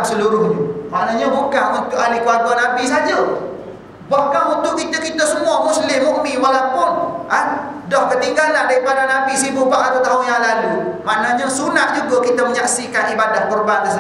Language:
Malay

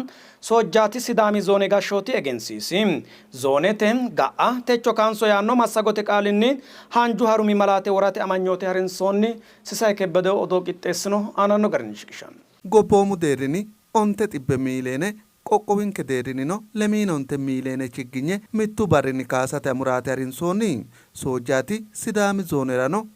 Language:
Sidamo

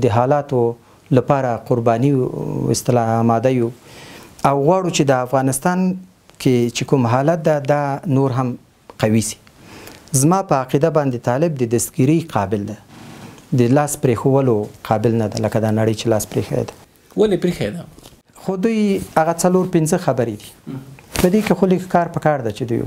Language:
Pashto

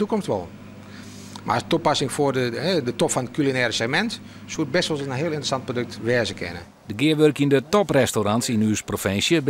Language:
Western Frisian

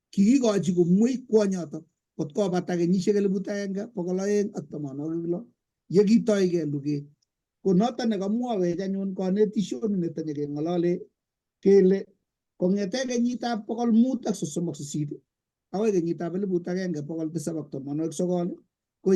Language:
Kalenjin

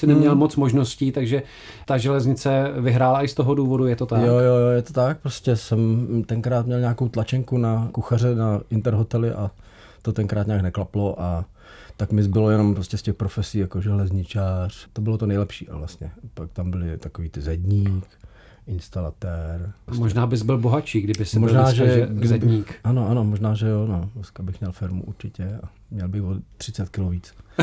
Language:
Czech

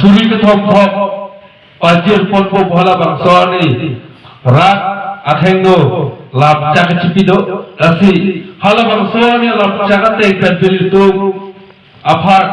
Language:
Karbi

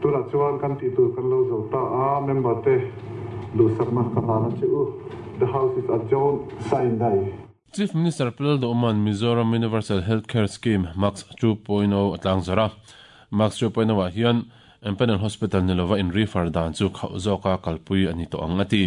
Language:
Mizo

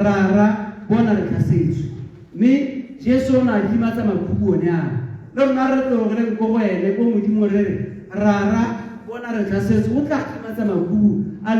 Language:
Tswana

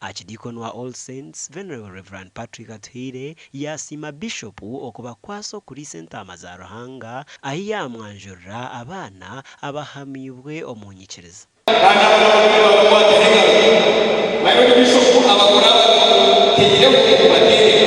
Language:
Nyankole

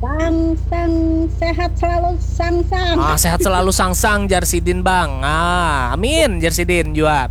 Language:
Banjar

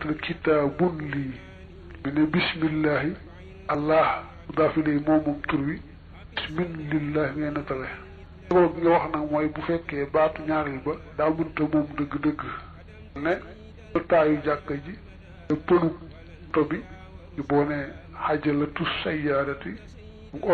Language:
Wolof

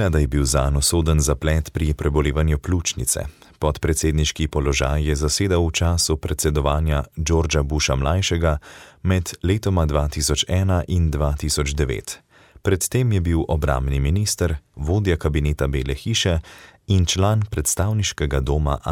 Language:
Slovenian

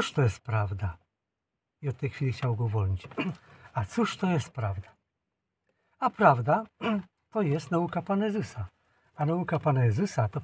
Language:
Polish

